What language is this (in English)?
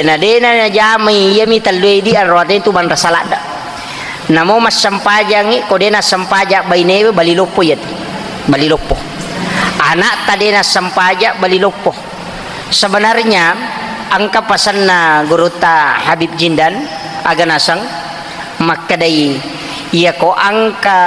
Buginese